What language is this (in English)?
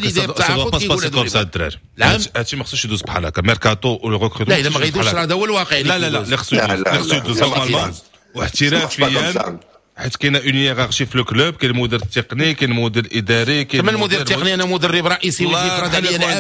Moroccan Arabic